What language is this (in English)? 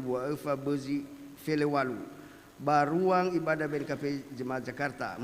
Nias